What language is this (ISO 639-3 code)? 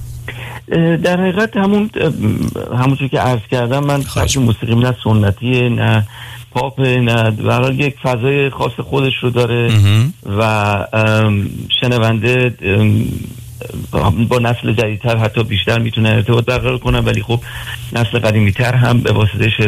fas